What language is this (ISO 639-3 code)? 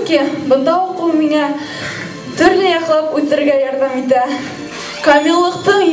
bak